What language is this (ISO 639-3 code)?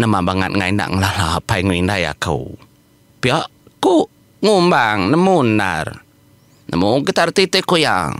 iba